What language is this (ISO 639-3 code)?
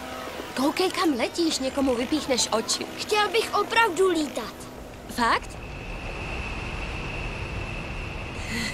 ces